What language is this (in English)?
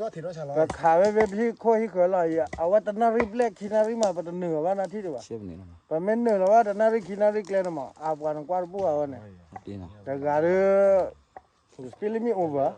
S'gaw Karen